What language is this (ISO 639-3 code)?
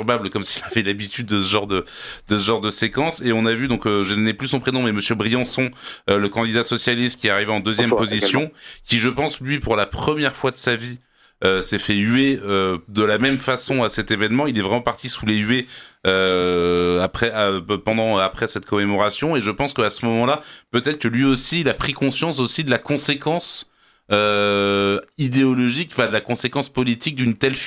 fra